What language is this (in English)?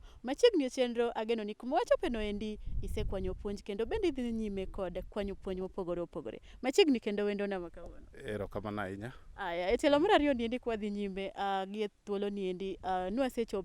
Luo (Kenya and Tanzania)